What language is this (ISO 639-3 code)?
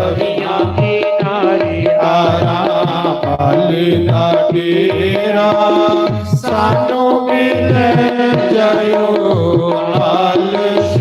doi